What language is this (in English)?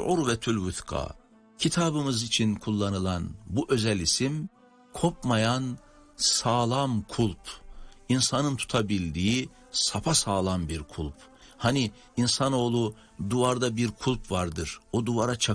Turkish